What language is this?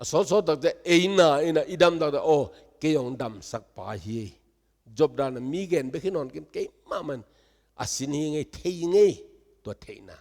Tedim Chin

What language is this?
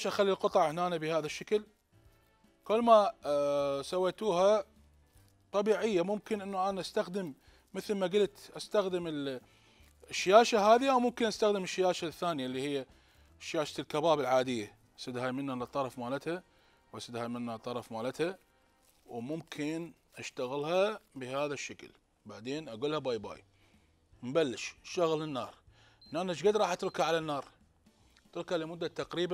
Mesopotamian Arabic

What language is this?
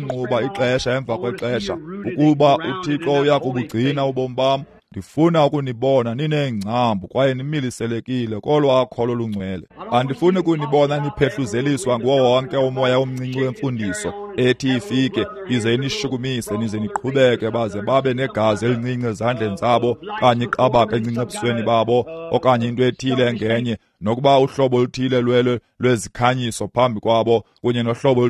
Xhosa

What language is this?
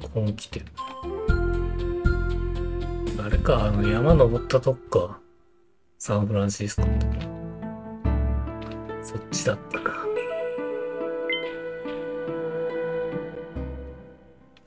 Japanese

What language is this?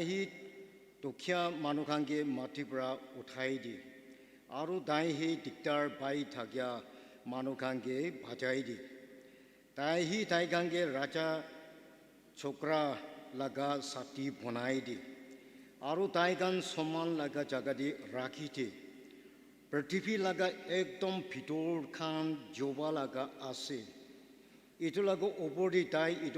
Naga Pidgin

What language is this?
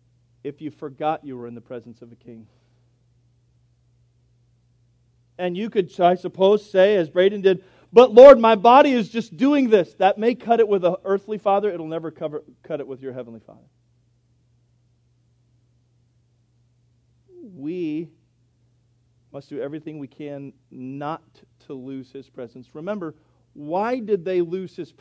English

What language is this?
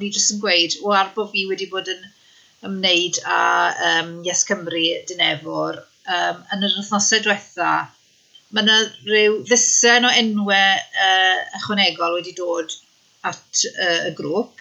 Welsh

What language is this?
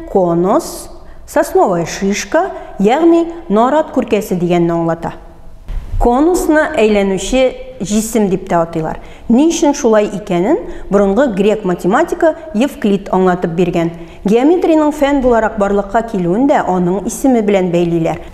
Tatar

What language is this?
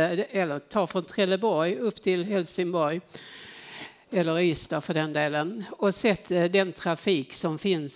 Swedish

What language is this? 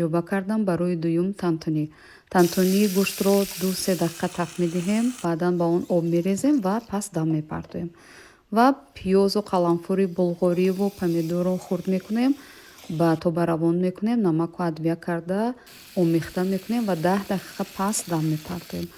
Tajik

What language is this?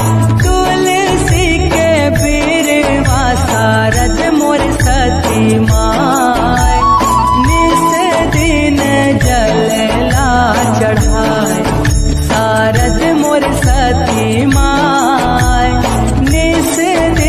Chhattisgarhi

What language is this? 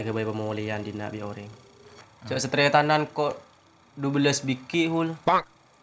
Madurese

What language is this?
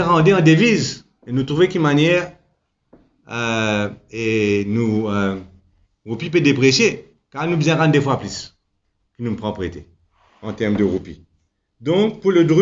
Morisyen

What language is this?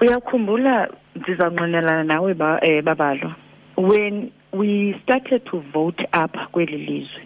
Xhosa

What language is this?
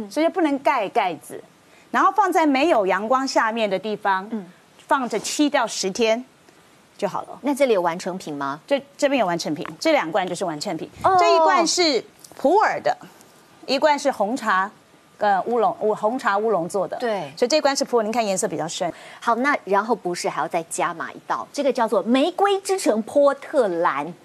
Chinese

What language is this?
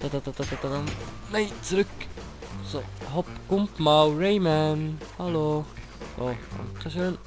Swiss German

